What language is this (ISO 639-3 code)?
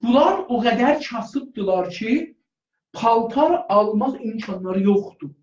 azb